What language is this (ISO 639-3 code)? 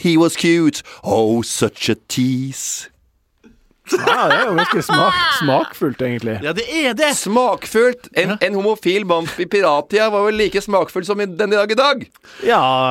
nor